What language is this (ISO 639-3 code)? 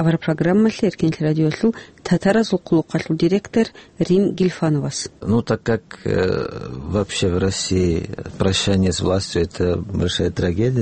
ava